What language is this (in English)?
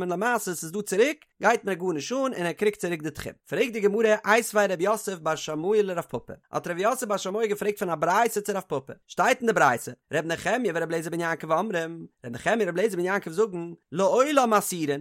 Yiddish